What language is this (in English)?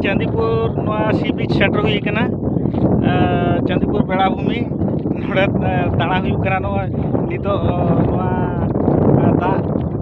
Santali